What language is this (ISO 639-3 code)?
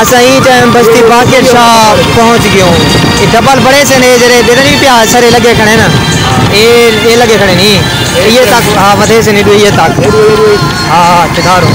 skr